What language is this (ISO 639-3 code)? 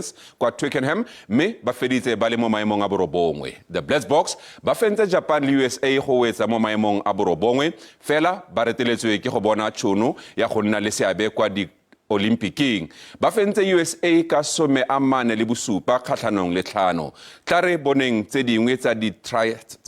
tsn